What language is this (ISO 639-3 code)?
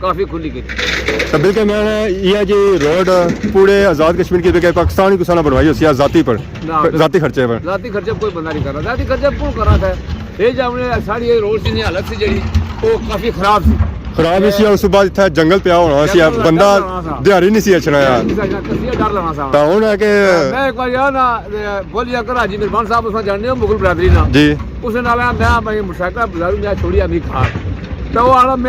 phr